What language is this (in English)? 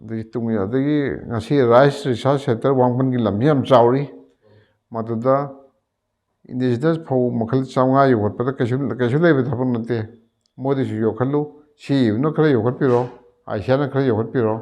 Manipuri